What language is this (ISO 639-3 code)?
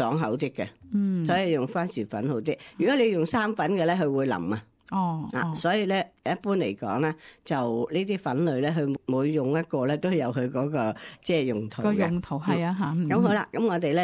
yue